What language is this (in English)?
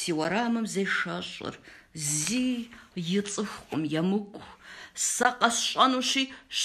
Kabardian